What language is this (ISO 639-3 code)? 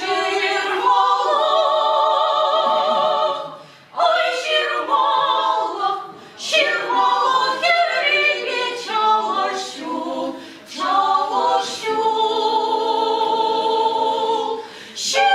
chv